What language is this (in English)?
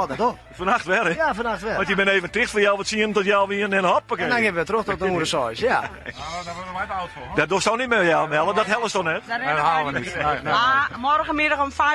Western Frisian